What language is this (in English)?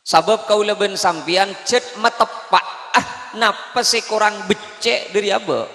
Madurese